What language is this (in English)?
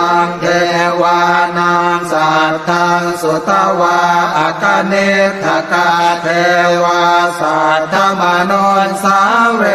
Pali